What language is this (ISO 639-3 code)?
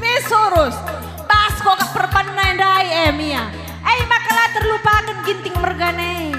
btx